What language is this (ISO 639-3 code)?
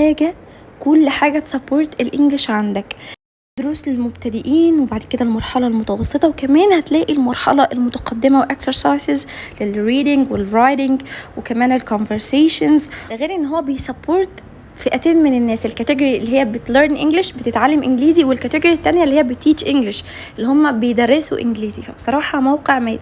arz